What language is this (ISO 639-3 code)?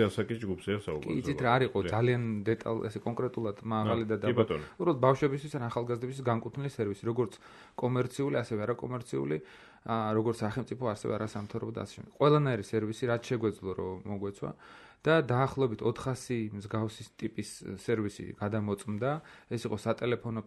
kat